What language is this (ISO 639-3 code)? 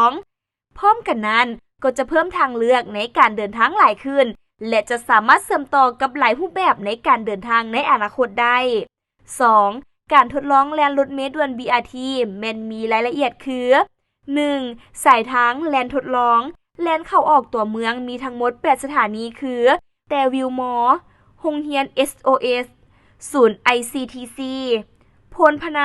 lao